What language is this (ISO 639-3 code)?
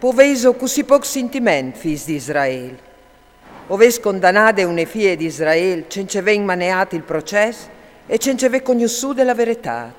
fur